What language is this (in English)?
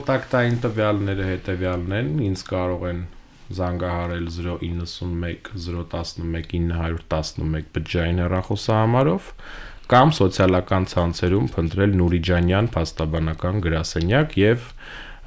Armenian